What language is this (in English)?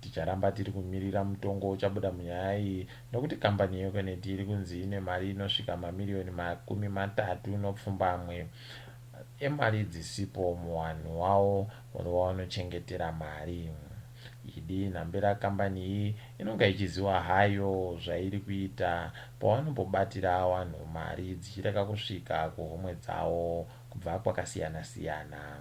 Ndau